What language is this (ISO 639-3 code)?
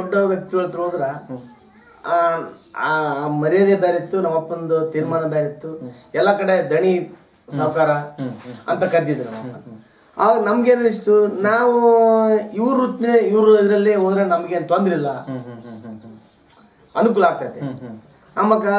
kan